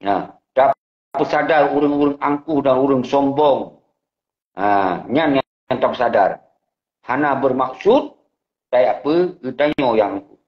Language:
Achinese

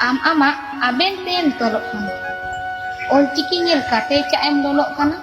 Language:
Santali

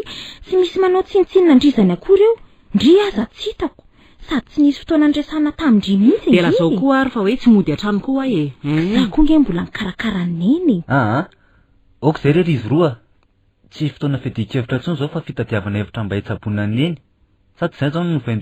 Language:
Malagasy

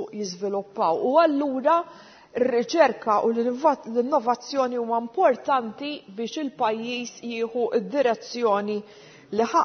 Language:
Maltese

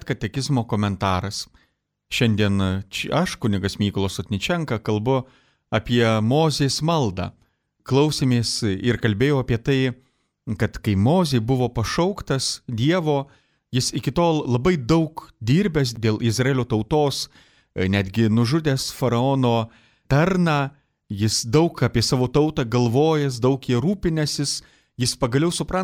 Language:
Lithuanian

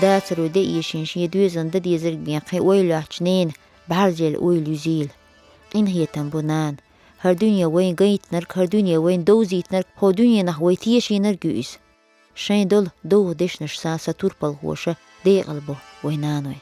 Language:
Chechen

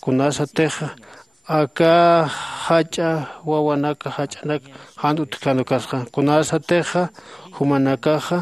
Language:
Aymara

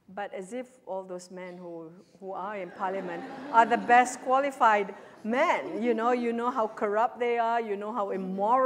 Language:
English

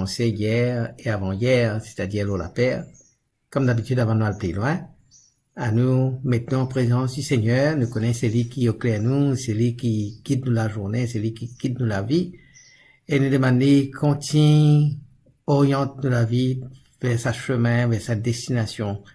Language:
Morisyen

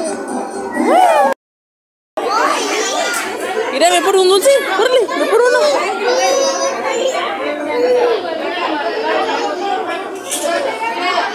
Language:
Spanish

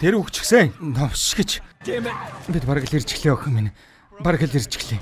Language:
Mongolian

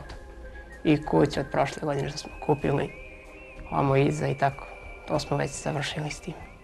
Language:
Serbian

